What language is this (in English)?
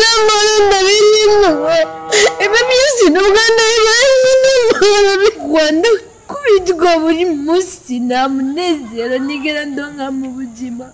Rundi